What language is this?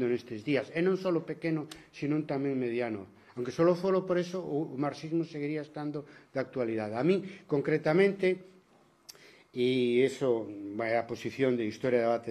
Galician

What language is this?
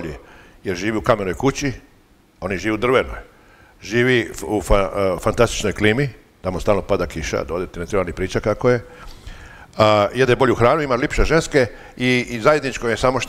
Croatian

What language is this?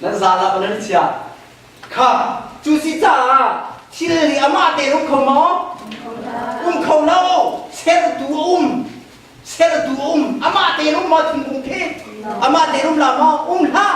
Hakha Chin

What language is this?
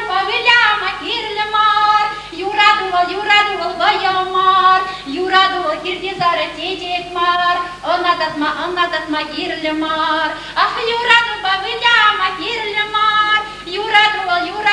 Chuvash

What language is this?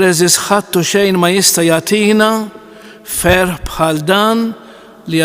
Maltese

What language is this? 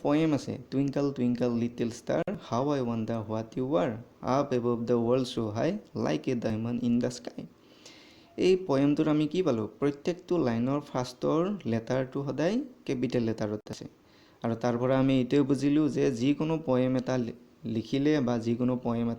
Assamese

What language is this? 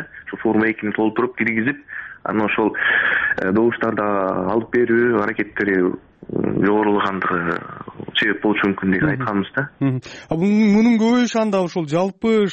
Kyrgyz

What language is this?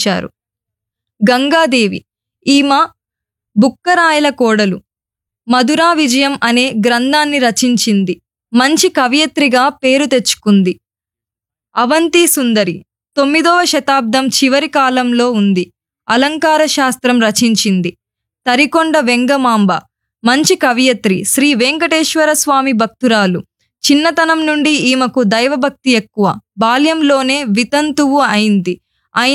Telugu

